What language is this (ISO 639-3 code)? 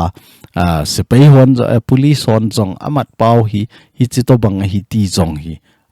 tcz